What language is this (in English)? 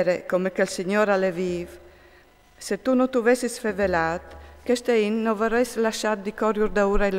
Friulian